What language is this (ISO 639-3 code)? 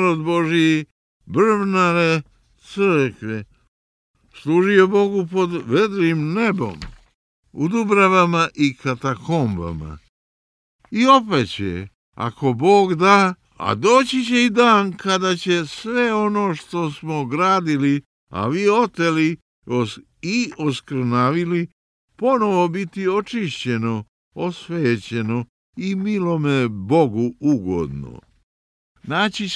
srp